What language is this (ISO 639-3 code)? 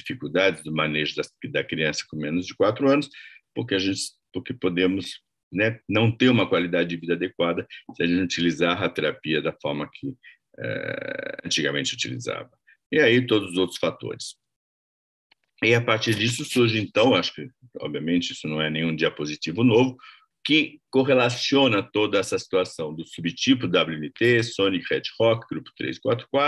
por